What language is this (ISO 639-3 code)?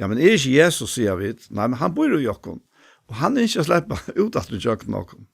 fao